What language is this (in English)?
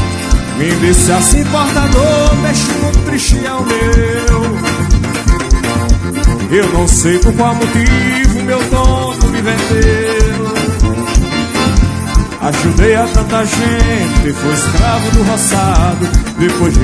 Portuguese